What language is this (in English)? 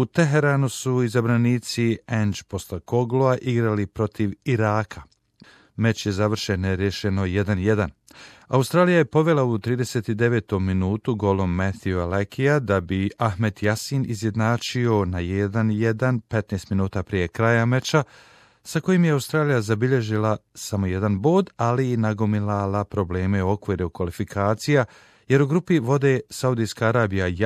Croatian